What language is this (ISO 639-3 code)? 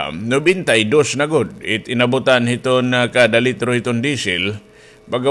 war